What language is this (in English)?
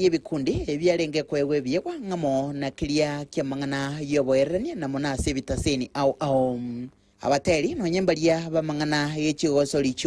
Gusii